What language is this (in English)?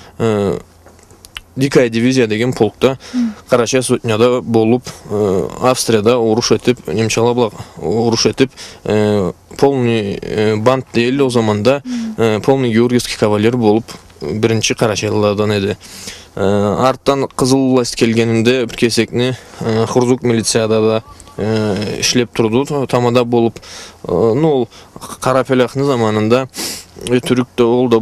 Karachay-Balkar